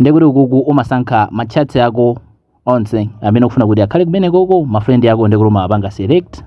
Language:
Nyanja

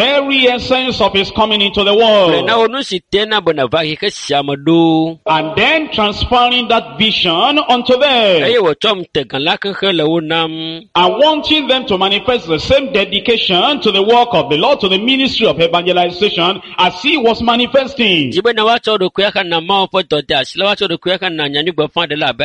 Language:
Ewe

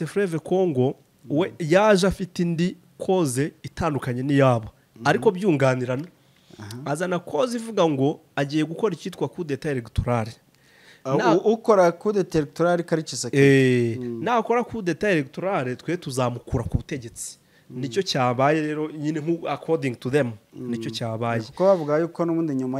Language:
Kinyarwanda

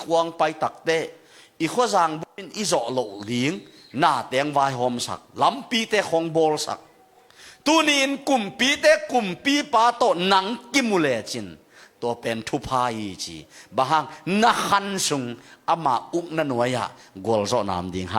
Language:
Tedim Chin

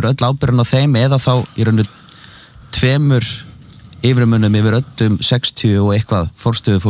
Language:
Icelandic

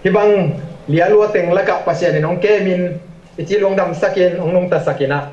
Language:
Tedim Chin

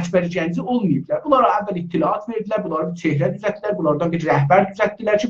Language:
South Azerbaijani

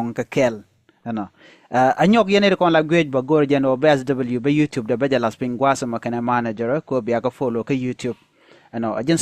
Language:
Nuer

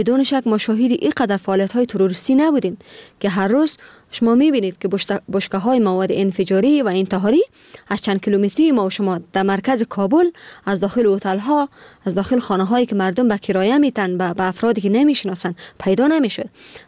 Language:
Persian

